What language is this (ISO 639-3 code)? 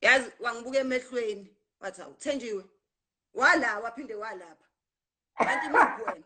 zul